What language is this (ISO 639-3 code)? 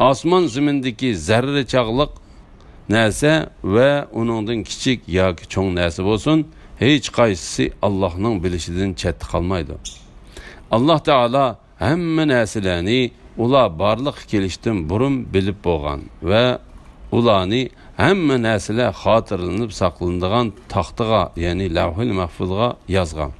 uig